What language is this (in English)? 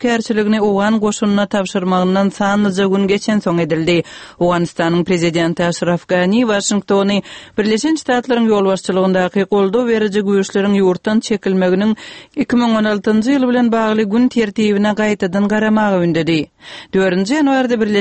Turkmen